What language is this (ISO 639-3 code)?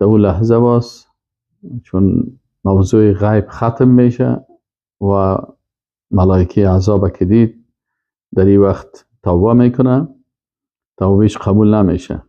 fas